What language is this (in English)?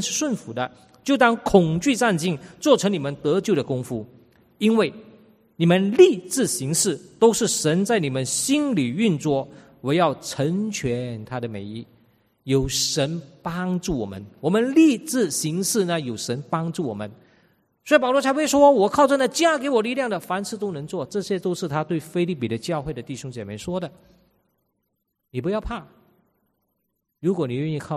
Chinese